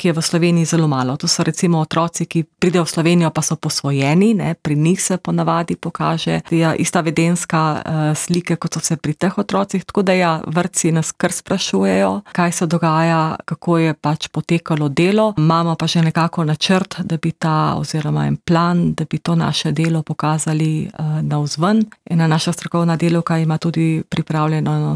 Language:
Slovenian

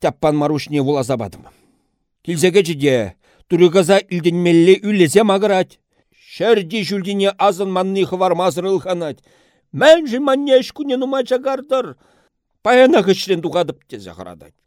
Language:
Chuvash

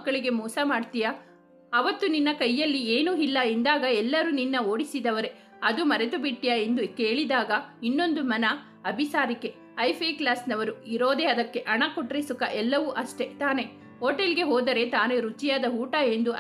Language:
Kannada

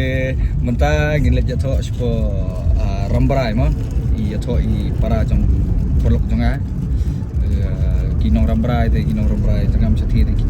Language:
Khasi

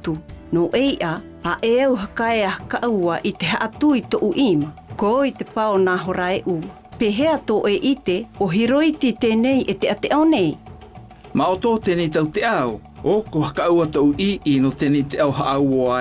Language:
South Marquesan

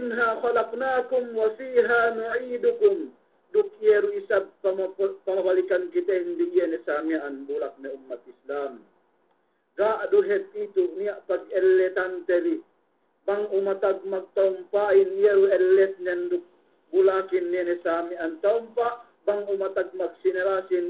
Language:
Yakan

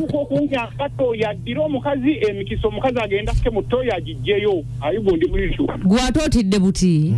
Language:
Ganda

